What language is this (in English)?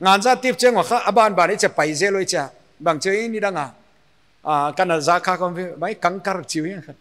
Paite Chin